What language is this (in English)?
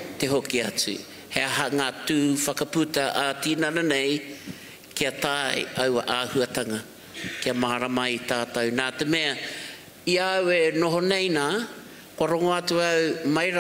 Māori